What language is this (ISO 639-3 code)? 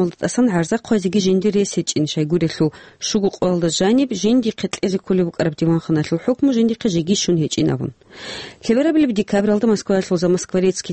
ava